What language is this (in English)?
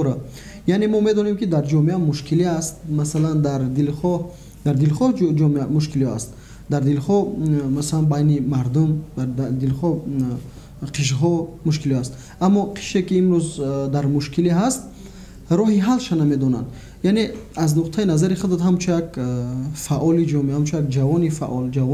Tajik